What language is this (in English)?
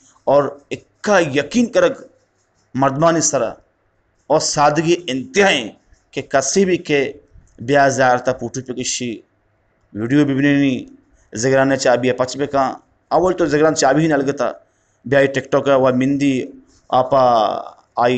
Eastern Balochi